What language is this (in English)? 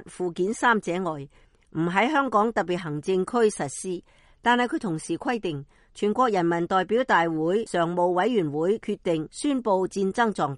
Cantonese